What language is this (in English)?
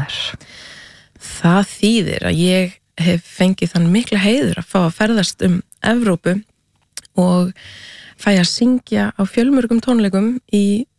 Icelandic